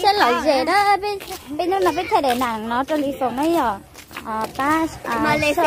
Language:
Hmong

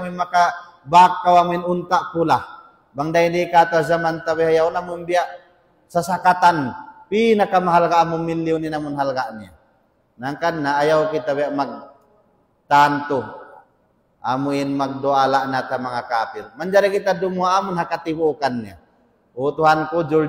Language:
Tausug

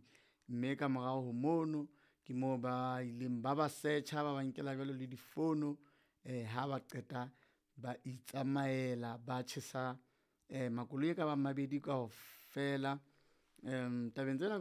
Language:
Southern Sotho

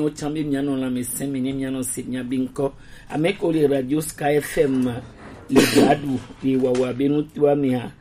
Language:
Gen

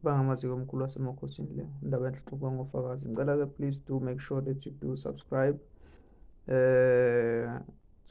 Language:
Zulu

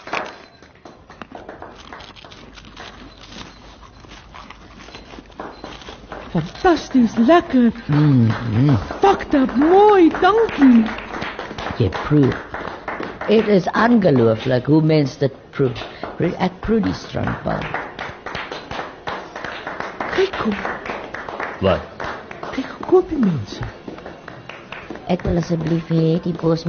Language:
Afrikaans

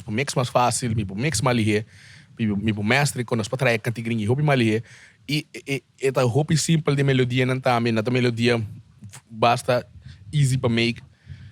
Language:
Papiamento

